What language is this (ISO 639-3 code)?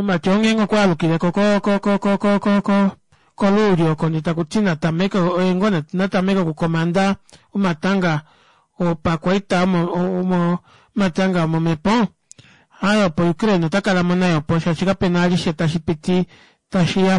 kua